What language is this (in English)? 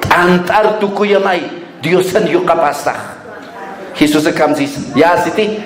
Aymara